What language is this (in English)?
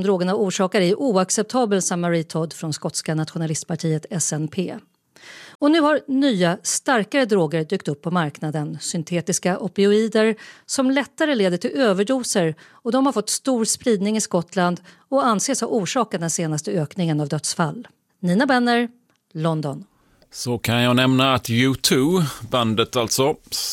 Swedish